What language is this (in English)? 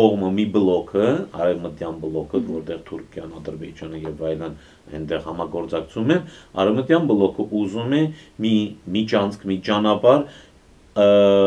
Armenian